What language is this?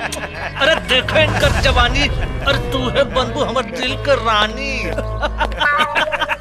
Bhojpuri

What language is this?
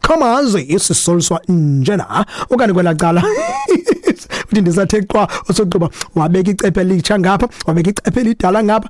Xhosa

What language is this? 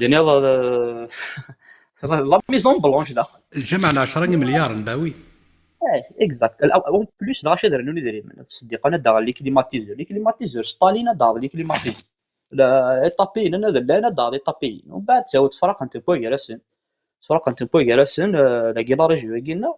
Kabyle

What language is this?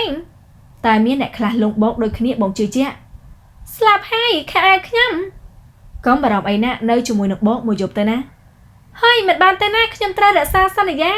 Khmer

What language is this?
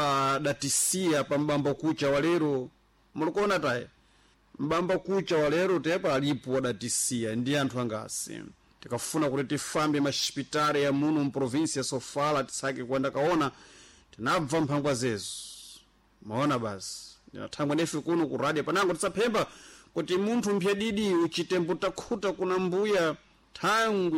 Sena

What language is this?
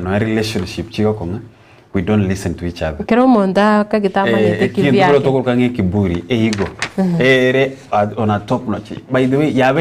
Gusii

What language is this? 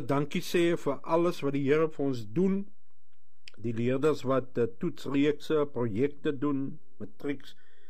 Afrikaans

